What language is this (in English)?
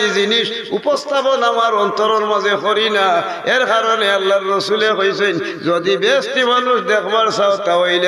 Sylheti